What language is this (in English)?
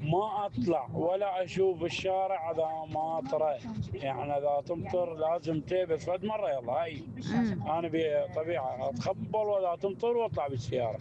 Mesopotamian Arabic